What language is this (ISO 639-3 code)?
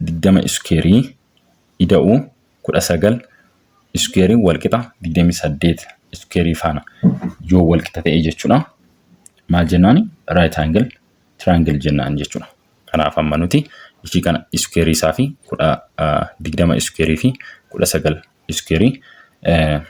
orm